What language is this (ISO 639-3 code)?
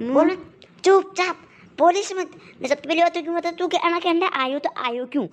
raj